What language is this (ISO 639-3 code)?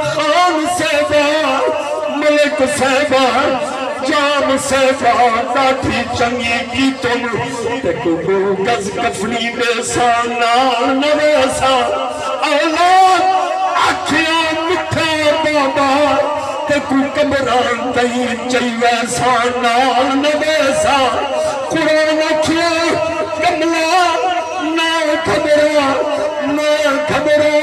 skr